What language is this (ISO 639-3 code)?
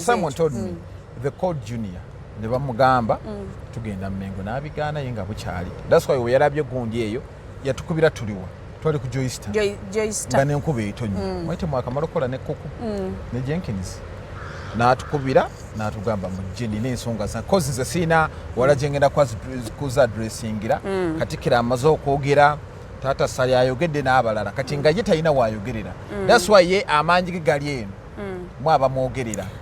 lug